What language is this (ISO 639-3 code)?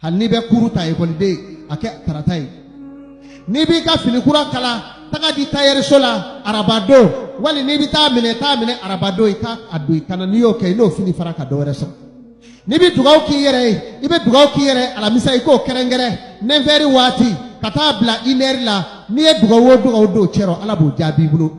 bam